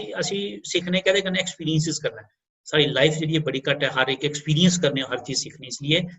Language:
Dogri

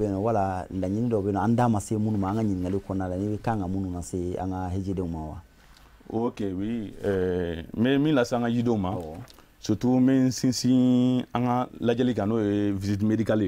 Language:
Bambara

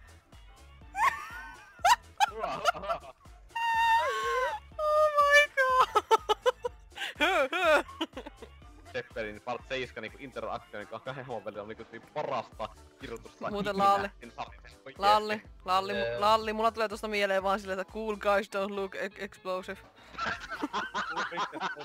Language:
Finnish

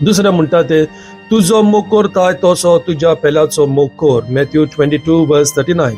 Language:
Konkani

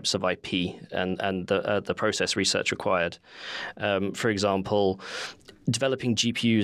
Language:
English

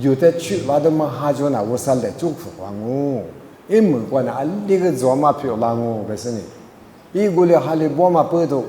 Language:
Lisu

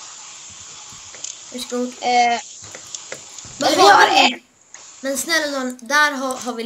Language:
Swedish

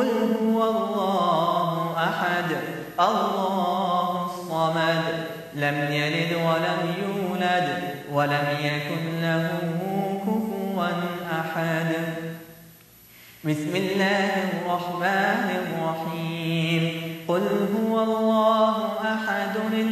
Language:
Arabic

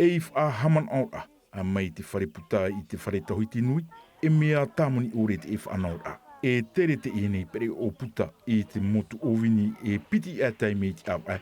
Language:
Tahitian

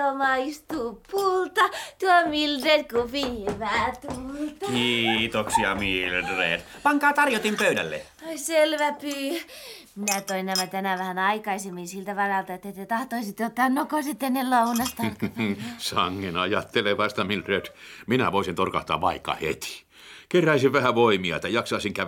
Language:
Finnish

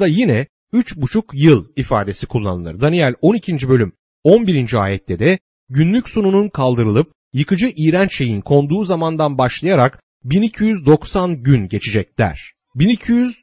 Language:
Turkish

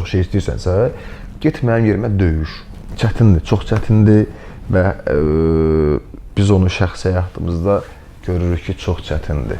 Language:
Azerbaijani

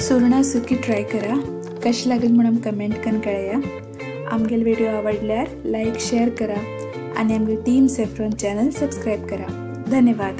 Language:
Konkani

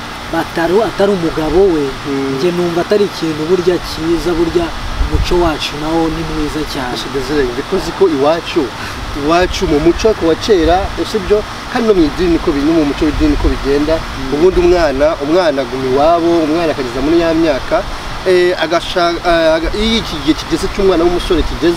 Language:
Kinyarwanda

